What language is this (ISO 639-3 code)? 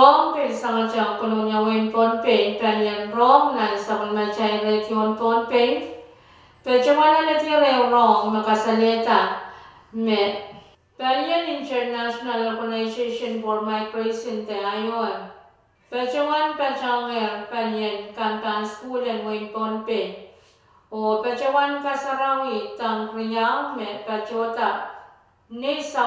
pon